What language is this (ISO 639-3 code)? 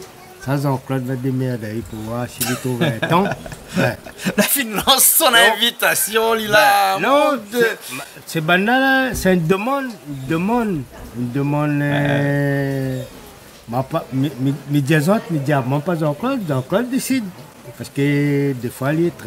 rcf